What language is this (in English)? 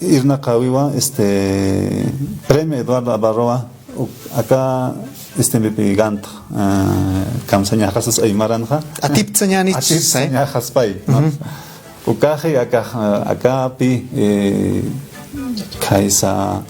Aymara